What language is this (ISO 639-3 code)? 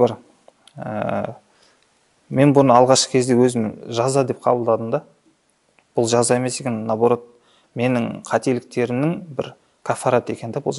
kaz